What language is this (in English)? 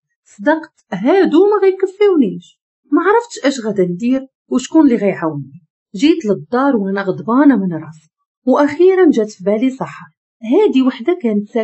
Moroccan Arabic